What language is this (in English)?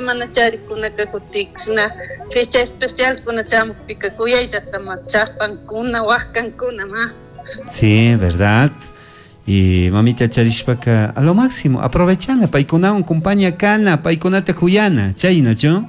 Chimborazo Highland Quichua